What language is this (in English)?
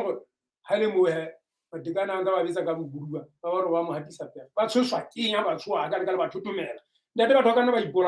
Southern Sotho